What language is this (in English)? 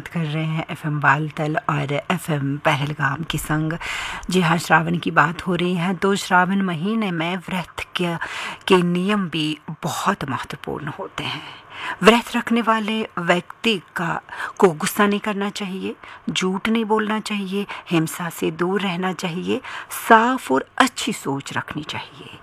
Hindi